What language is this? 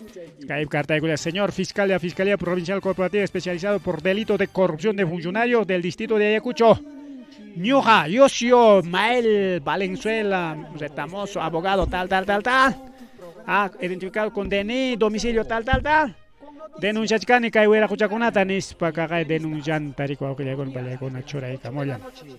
Ayacucho Quechua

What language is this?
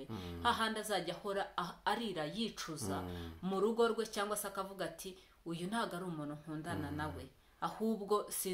Kinyarwanda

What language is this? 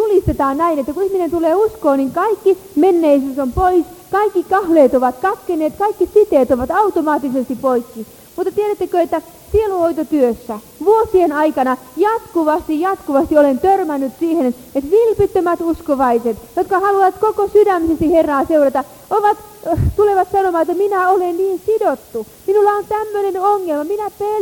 Finnish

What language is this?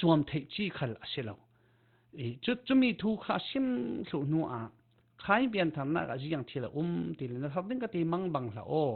Falam Chin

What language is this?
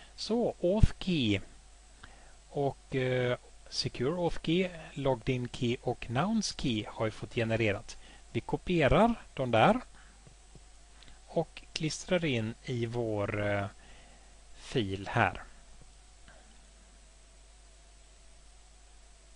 Swedish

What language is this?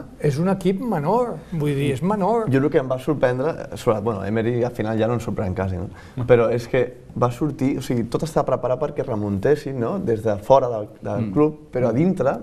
Catalan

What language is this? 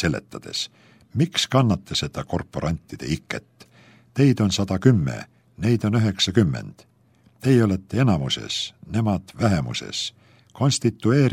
Estonian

